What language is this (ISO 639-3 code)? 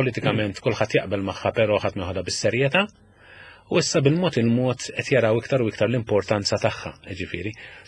mlt